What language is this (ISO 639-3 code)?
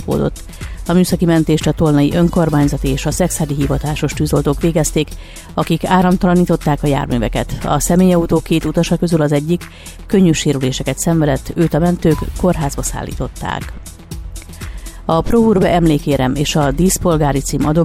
hun